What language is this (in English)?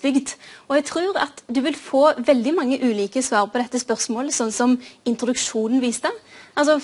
Norwegian